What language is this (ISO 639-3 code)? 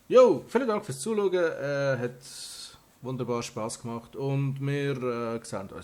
gsw